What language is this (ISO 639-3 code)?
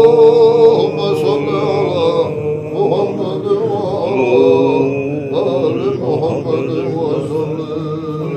che